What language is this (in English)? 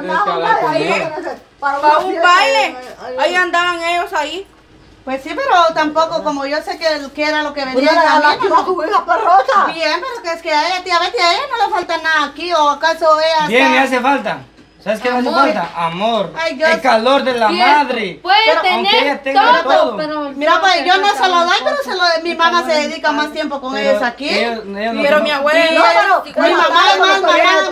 Spanish